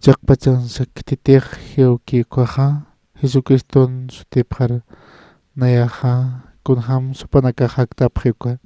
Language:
Aymara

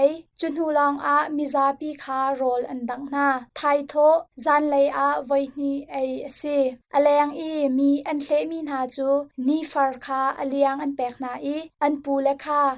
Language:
Hakha Chin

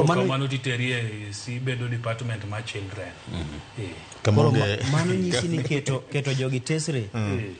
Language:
Luo (Kenya and Tanzania)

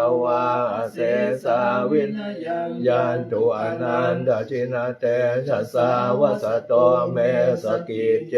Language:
Pali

